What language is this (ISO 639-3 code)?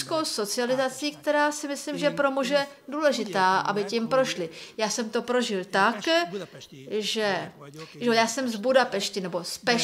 ces